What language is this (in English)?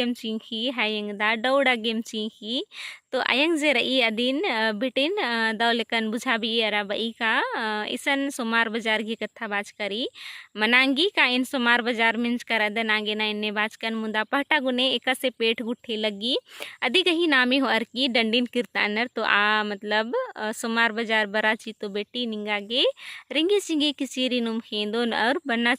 Kurukh